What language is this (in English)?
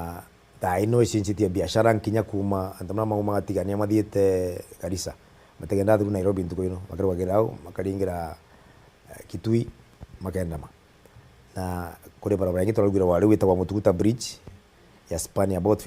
Meru